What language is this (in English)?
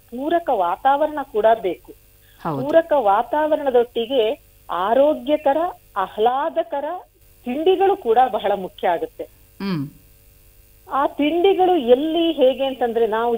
Kannada